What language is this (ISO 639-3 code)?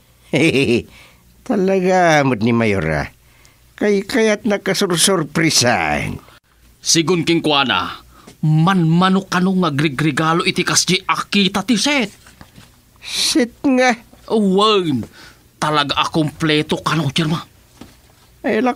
ilo